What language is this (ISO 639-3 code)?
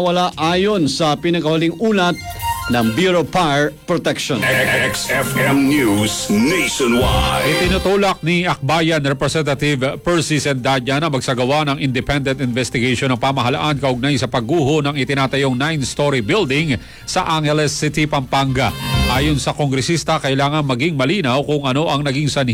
fil